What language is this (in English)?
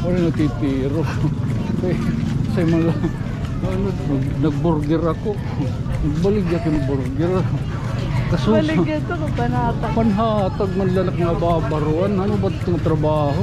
Waray